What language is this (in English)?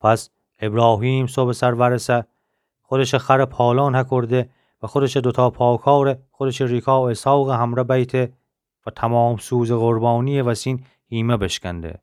Gilaki